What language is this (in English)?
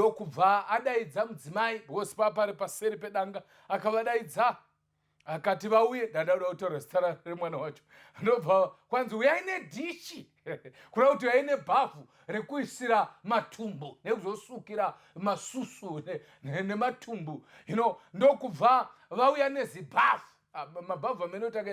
Shona